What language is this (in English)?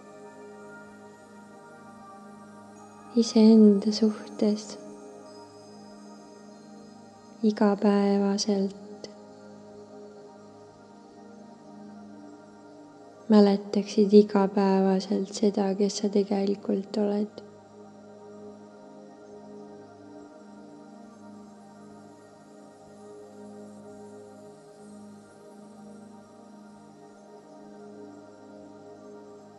Estonian